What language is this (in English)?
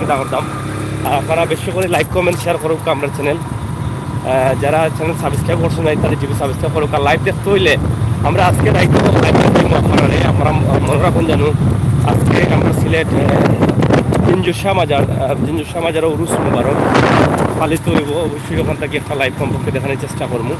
Sylheti